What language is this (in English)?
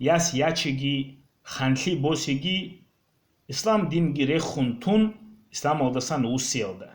Avaric